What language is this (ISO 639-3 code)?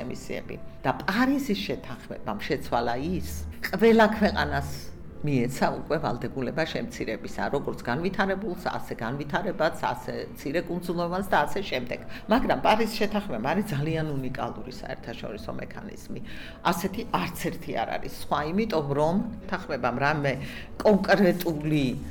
kat